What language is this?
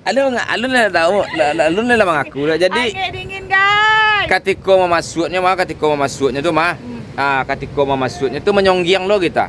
Minangkabau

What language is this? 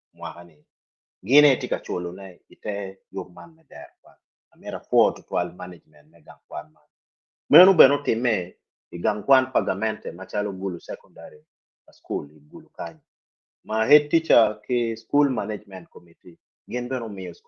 Acoli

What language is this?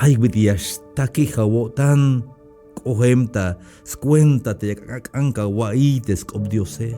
Tzeltal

